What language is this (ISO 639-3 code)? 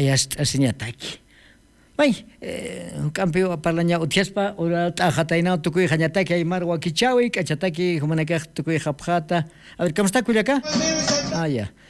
aym